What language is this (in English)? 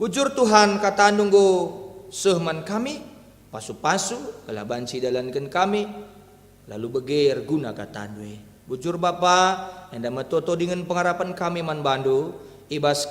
Batak Karo